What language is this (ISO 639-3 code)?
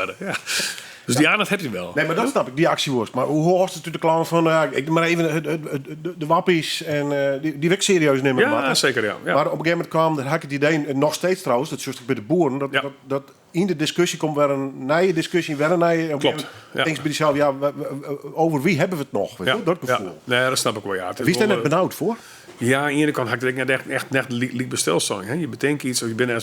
fry